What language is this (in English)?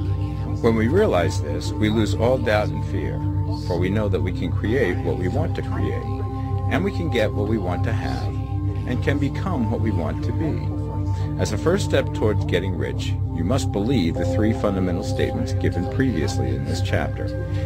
English